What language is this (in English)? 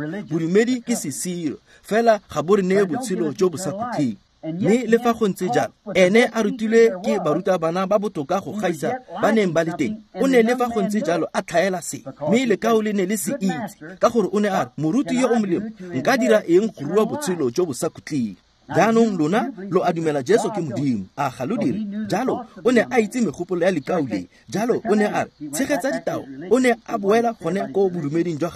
Tswana